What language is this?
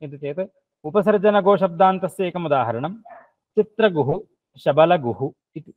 Sanskrit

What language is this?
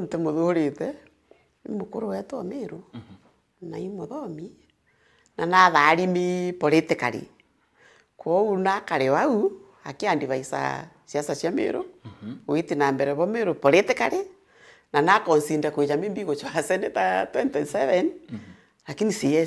Meru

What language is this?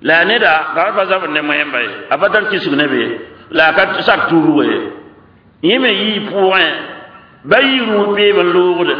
Mossi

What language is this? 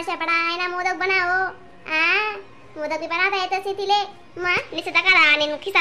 Khandesi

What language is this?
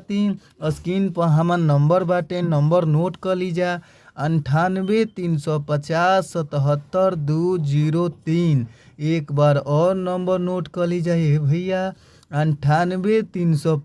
Bhojpuri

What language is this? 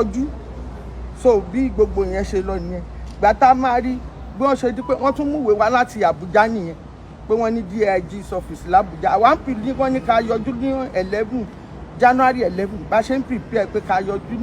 Yoruba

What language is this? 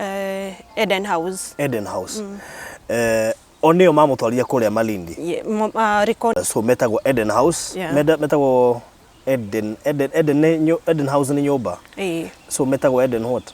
Kikuyu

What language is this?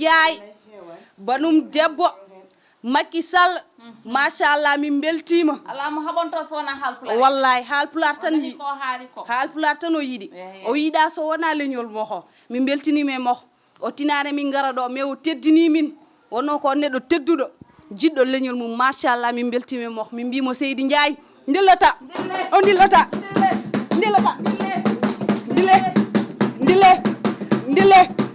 Fula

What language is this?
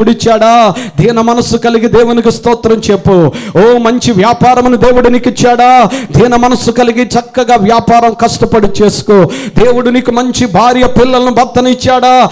Telugu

